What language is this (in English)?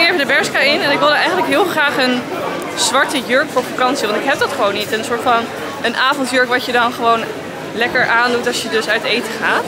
Dutch